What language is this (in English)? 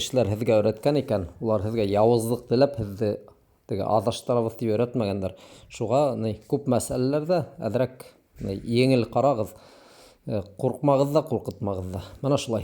Bashkir